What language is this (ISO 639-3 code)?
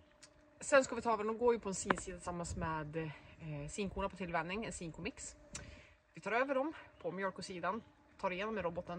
swe